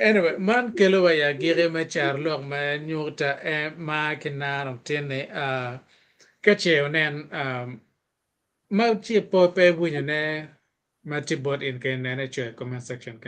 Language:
Acoli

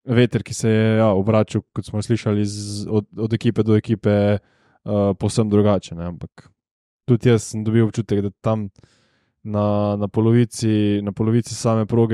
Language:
Slovenian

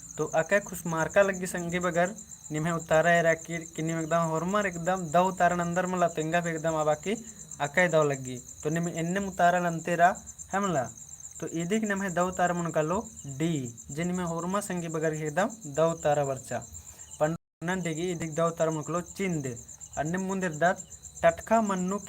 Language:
Kurukh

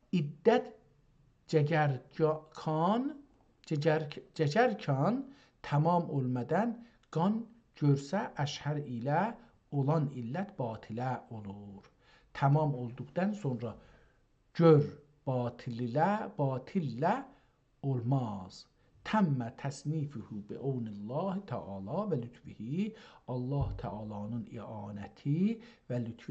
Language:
South Azerbaijani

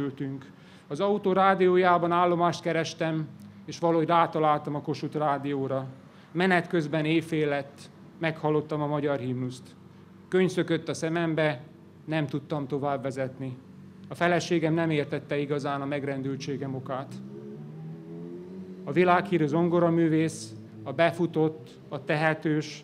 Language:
Hungarian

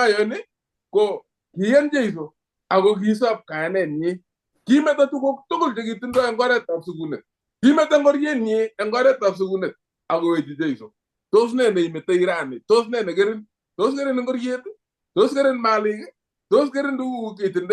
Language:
Kalenjin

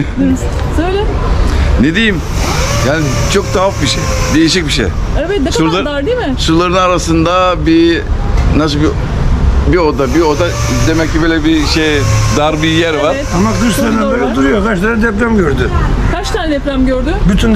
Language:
Turkish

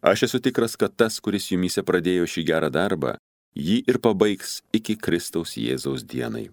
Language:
Lithuanian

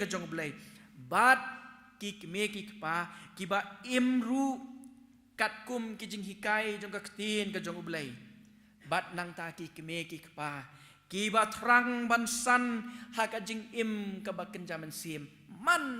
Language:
Khasi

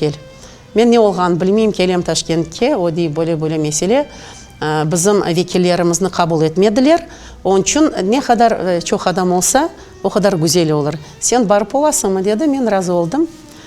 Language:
Crimean Tatar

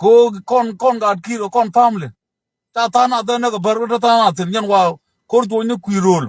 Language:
Nuer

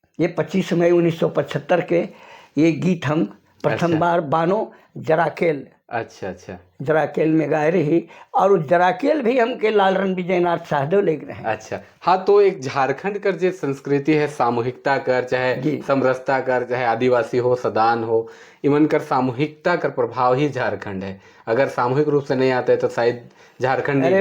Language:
Sadri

